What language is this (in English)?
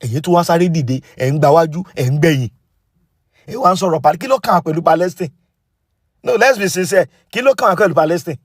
Yoruba